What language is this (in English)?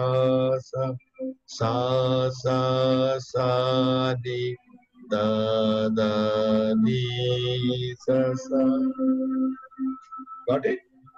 Telugu